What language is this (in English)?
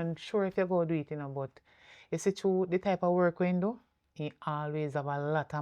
Jamaican Creole English